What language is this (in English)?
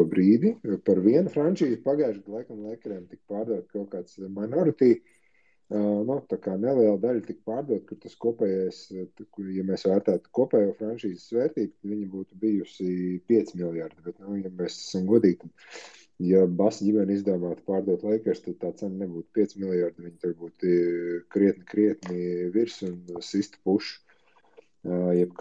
Latvian